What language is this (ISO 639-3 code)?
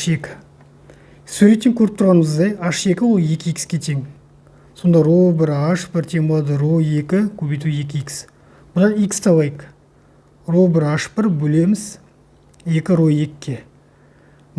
kaz